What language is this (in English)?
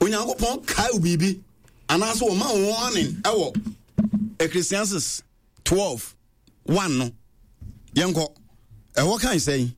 Akan